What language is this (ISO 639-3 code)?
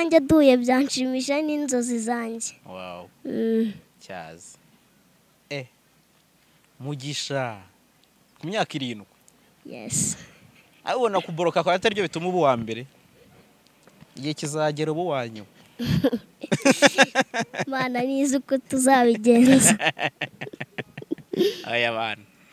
kin